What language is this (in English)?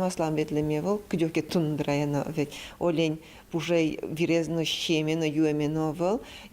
Udmurt